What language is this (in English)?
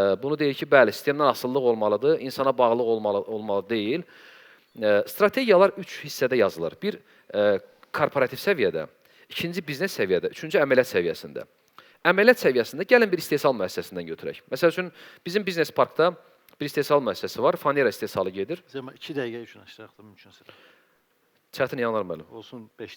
Azerbaijani